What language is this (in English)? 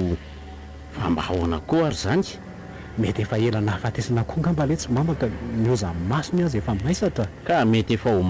Malagasy